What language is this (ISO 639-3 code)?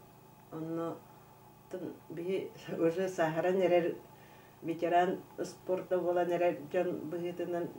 sah